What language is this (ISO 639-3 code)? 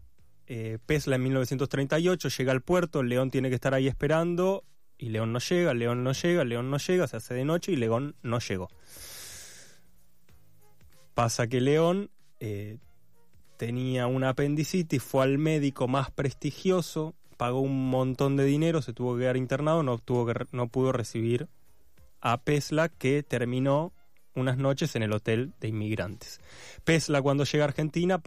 spa